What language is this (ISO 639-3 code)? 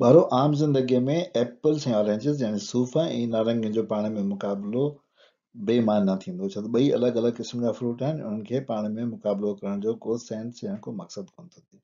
snd